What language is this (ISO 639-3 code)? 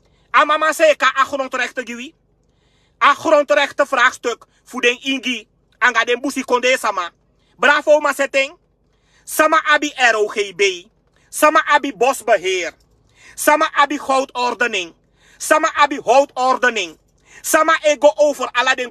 srn